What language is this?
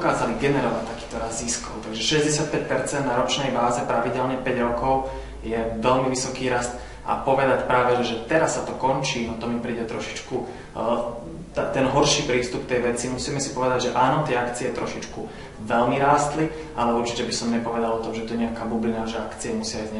Slovak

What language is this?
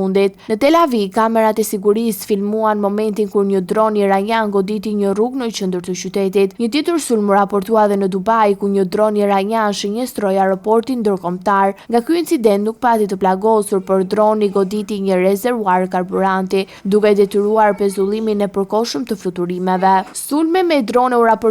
Albanian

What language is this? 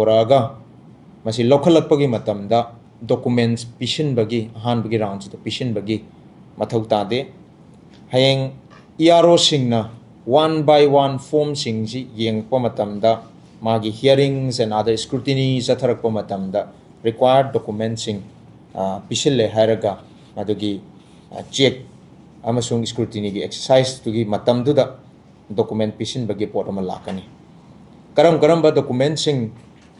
Manipuri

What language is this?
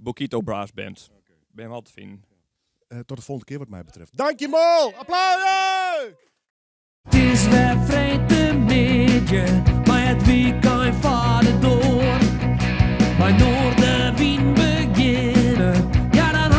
Western Frisian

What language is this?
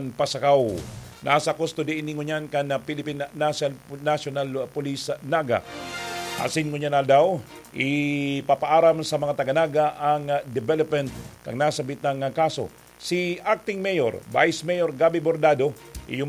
Bikol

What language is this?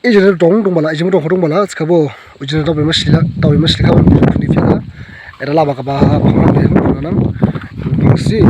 Dimasa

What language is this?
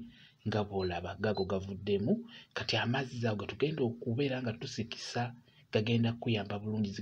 Ganda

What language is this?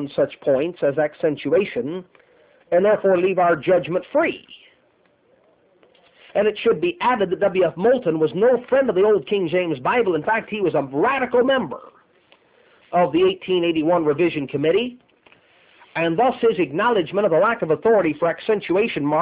English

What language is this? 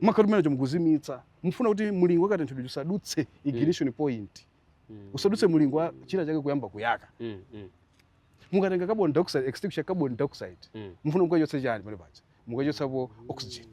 Nyanja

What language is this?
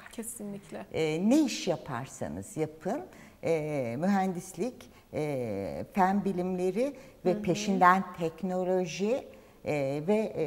Turkish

